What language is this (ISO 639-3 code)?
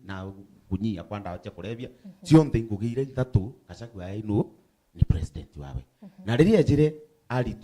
mer